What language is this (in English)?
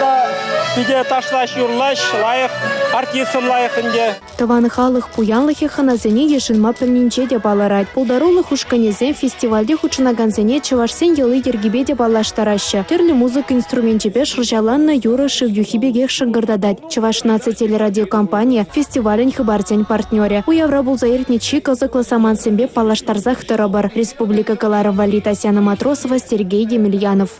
Chuvash